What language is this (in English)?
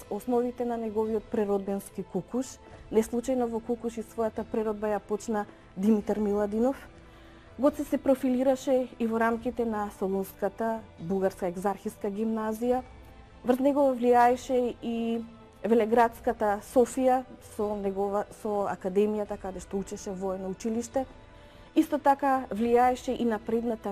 Macedonian